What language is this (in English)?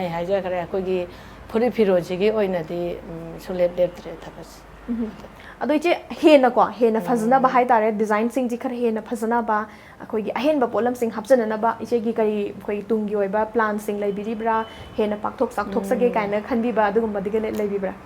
Manipuri